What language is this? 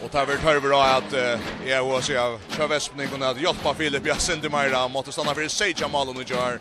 Faroese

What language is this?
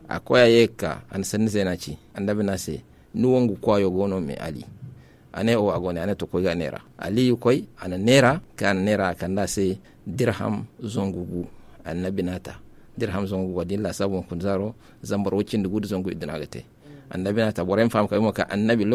Zarma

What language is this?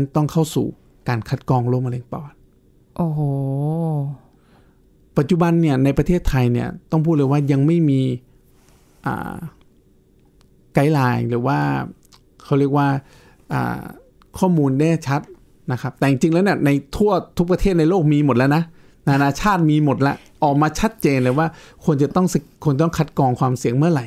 Thai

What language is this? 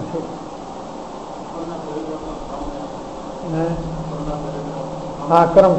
Gujarati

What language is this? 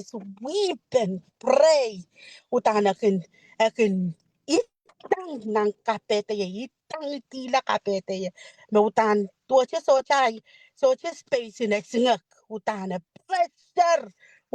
Pohnpeian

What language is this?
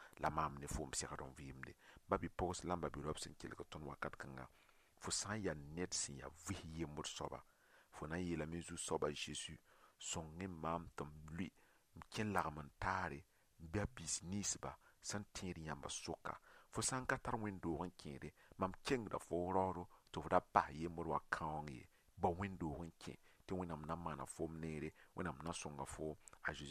Mossi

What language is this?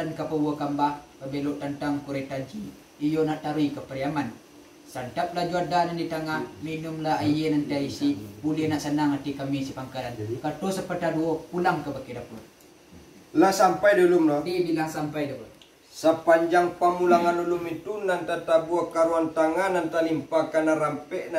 Minangkabau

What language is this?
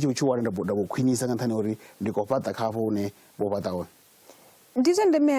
Venda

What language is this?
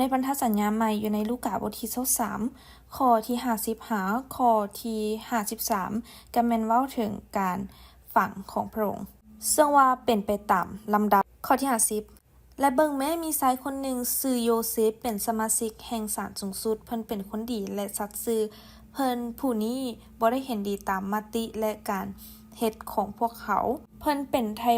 Lao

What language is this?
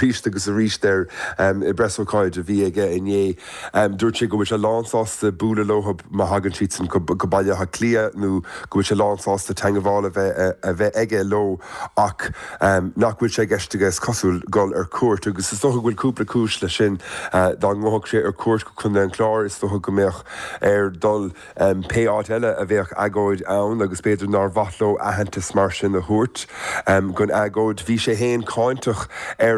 Irish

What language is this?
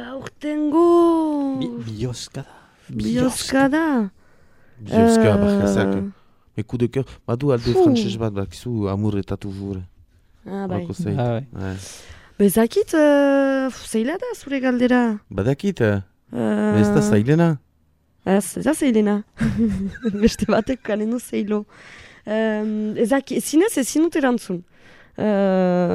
Basque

